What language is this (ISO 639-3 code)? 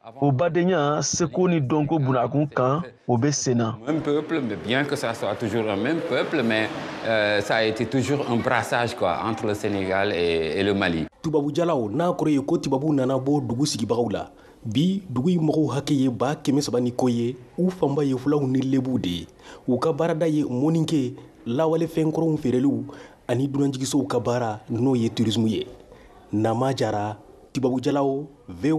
bam